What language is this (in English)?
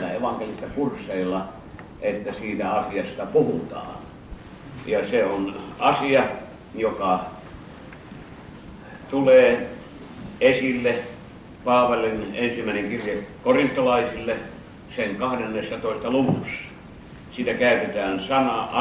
Finnish